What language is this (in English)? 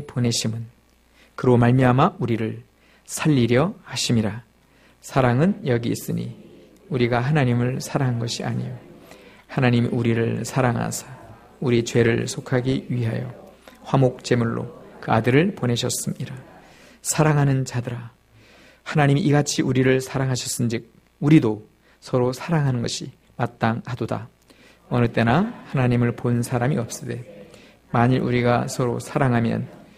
Korean